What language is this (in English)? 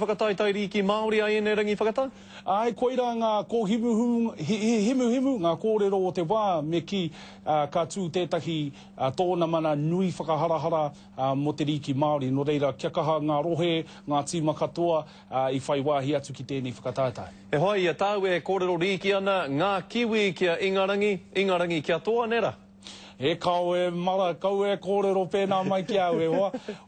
Māori